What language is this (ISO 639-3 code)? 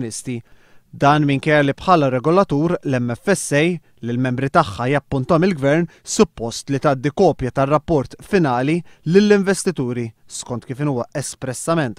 mlt